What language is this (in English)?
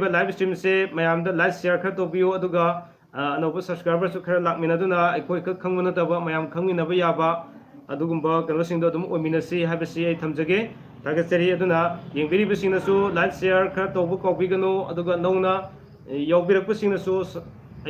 Manipuri